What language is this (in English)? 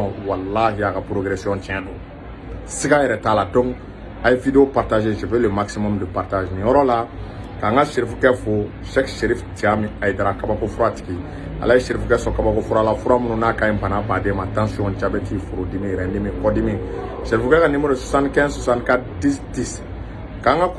Bambara